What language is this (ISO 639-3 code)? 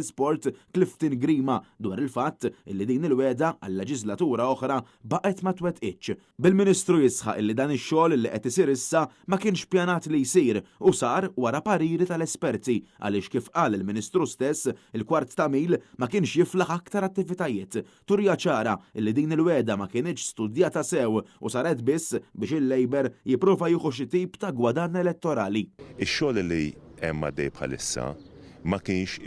mlt